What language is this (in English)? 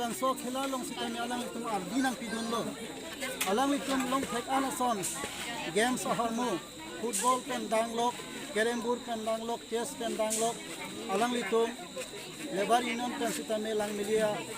Karbi